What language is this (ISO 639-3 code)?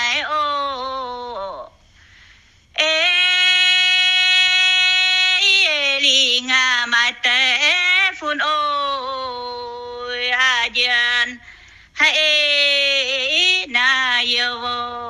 vie